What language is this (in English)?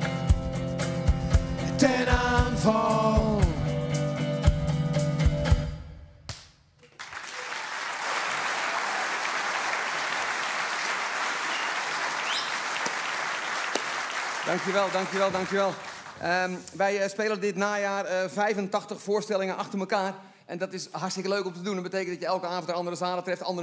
Dutch